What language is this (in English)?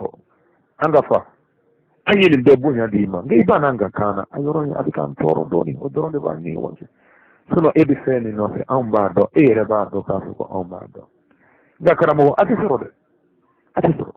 Bambara